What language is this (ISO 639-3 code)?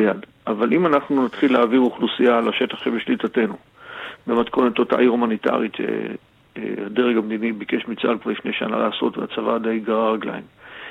heb